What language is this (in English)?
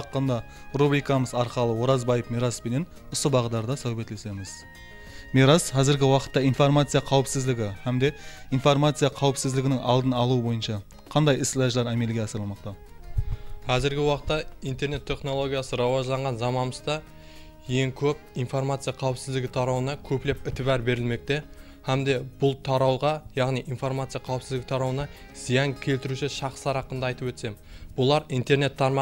Kara-Kalpak